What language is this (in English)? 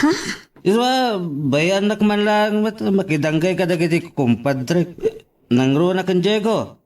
Iloko